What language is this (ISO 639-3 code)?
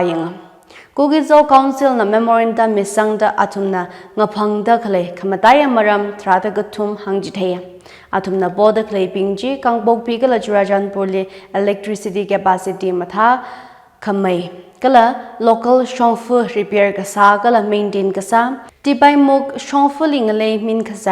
nmf